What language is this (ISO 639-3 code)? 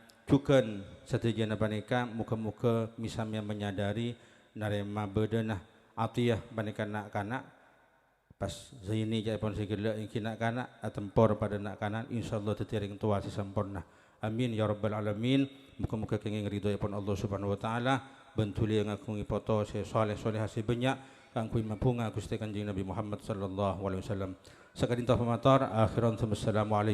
mad